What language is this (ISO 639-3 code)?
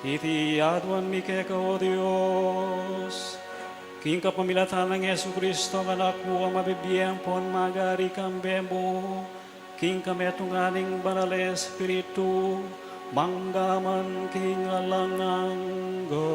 pam